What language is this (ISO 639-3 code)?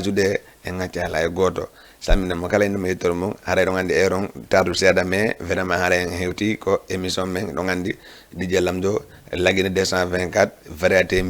ful